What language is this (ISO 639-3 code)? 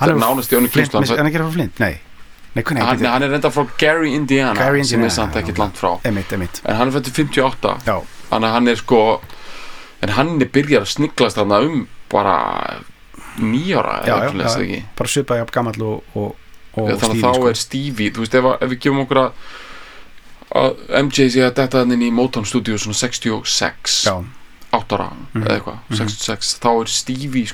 isl